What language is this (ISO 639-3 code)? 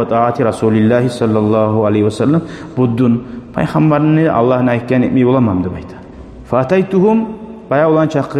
kum